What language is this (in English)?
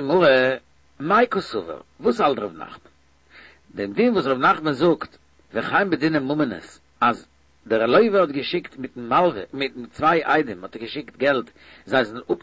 Yiddish